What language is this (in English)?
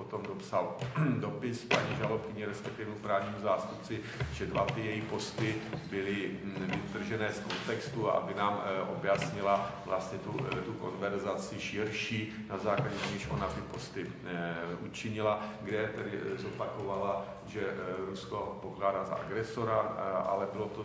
Czech